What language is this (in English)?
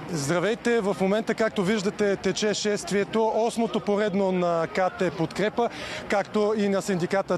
Bulgarian